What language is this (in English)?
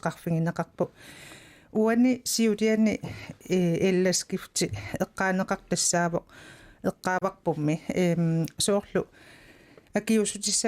Kalaallisut